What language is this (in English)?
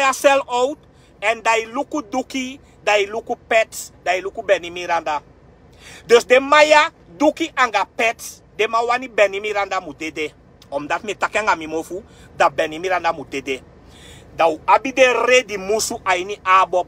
Sranan Tongo